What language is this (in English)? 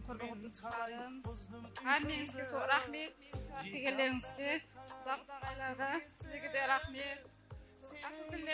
Kara-Kalpak